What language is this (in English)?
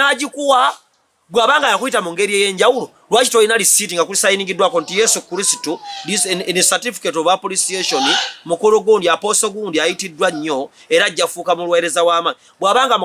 Ganda